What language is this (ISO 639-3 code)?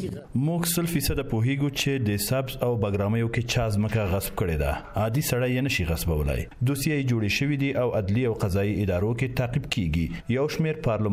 pus